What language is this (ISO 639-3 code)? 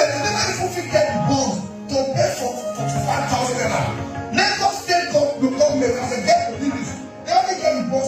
pcm